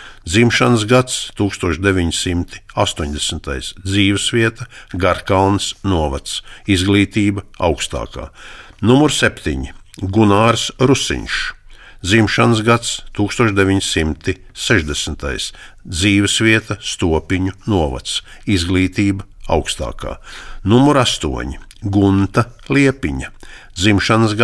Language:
Latvian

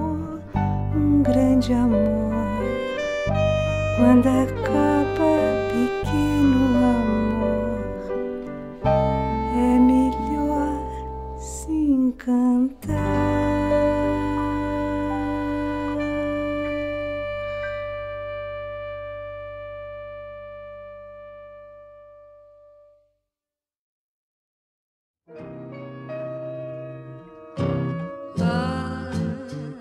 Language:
Portuguese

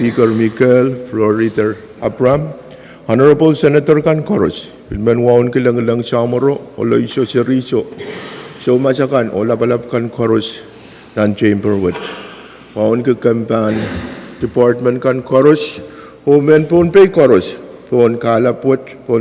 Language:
Pohnpeian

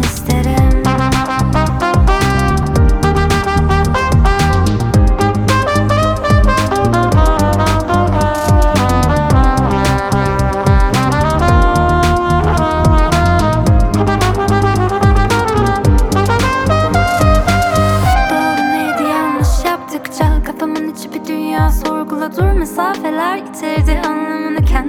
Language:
Turkish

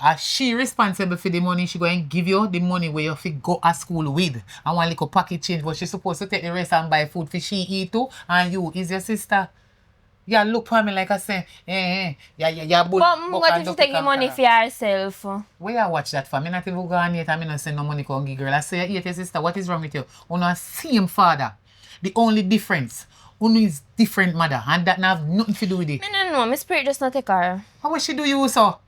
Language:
Jamaican Creole English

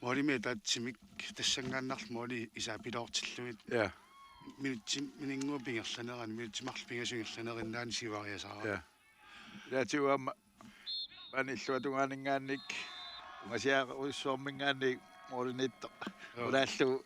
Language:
Kalaallisut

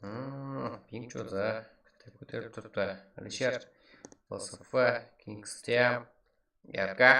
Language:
Kara-Kalpak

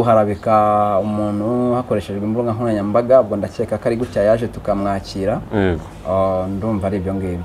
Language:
Kinyarwanda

